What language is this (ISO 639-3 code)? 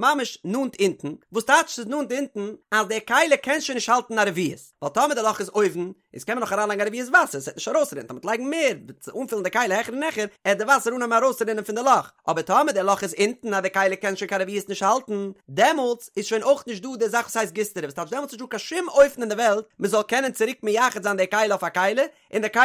yid